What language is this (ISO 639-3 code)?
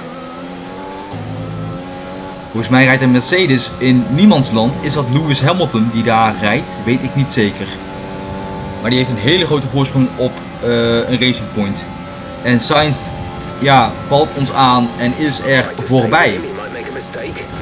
nld